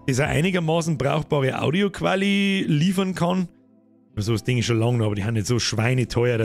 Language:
Bavarian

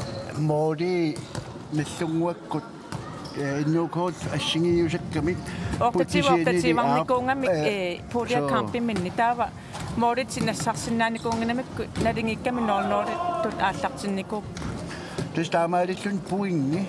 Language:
Kalaallisut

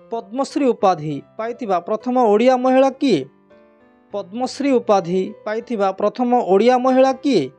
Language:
Odia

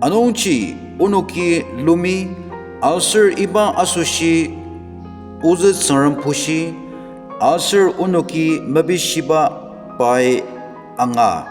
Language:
Ao Naga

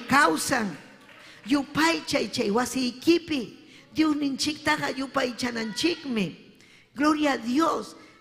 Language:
Ayacucho Quechua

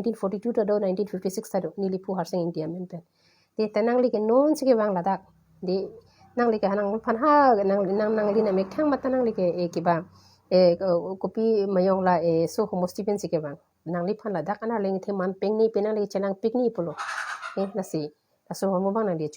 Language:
Karbi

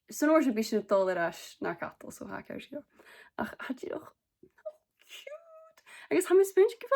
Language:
Scottish Gaelic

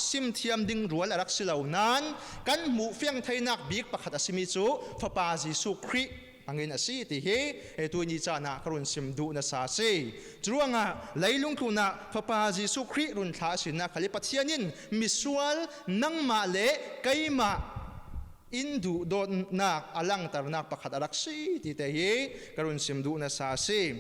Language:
Falam Chin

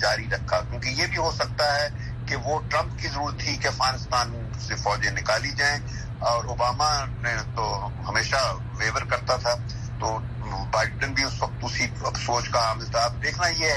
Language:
Urdu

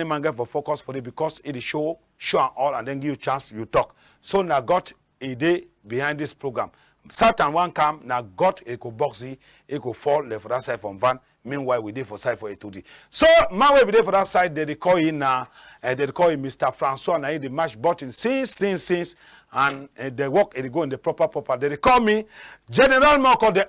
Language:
Cameroon Pidgin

